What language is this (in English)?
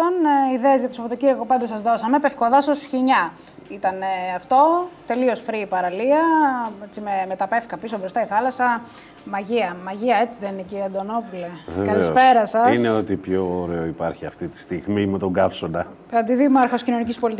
Greek